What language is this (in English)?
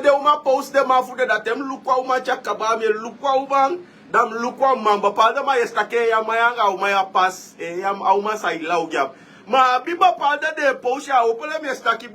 Sranan Tongo